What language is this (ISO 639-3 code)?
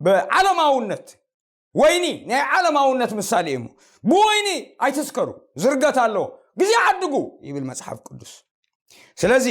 tir